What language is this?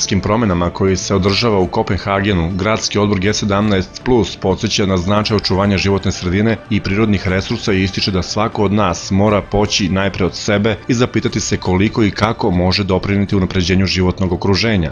Serbian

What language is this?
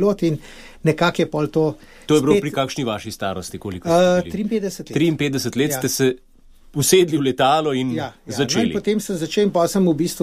Slovenian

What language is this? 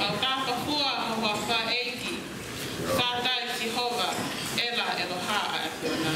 Tongan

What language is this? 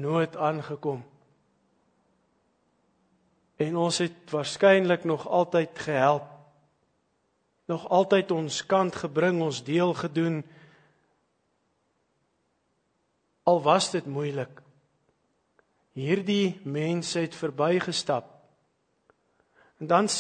Afrikaans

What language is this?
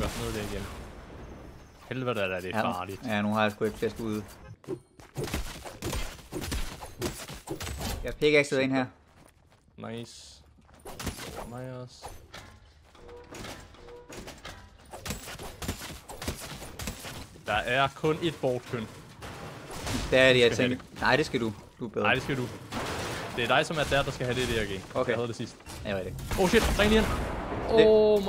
Danish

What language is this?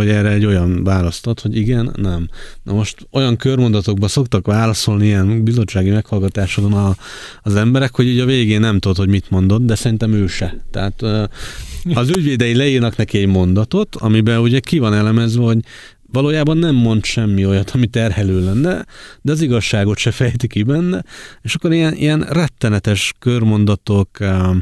Hungarian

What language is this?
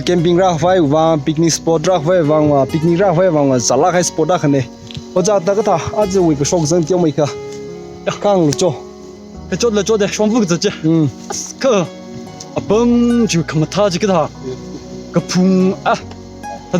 Tangkhul Naga (India)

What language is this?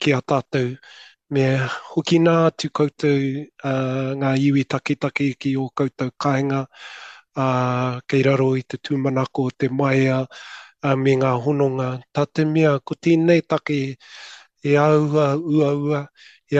Māori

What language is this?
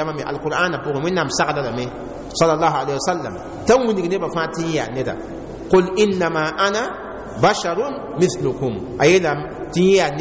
Mossi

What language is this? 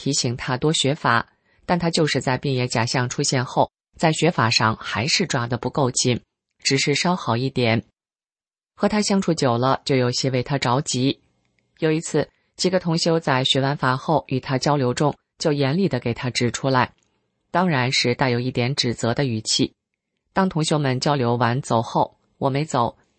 Chinese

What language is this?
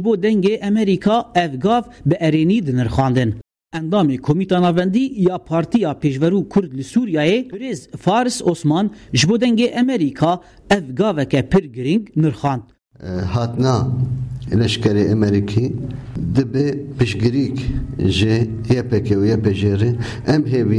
Kurdish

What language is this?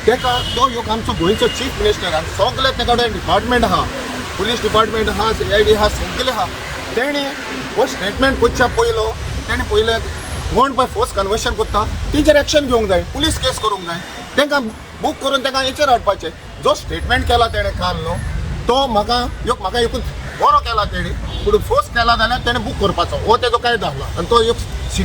Konkani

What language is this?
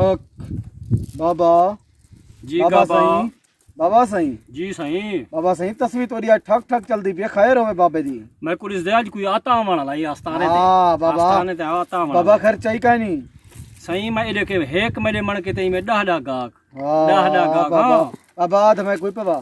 Saraiki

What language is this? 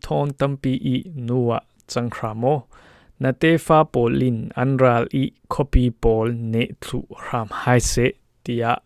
Falam Chin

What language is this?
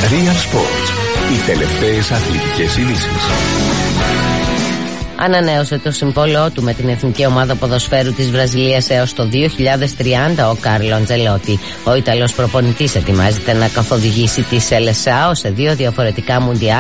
Greek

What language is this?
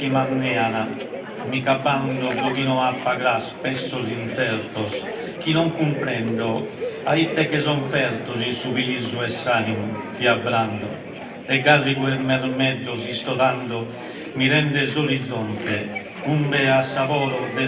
Sardinian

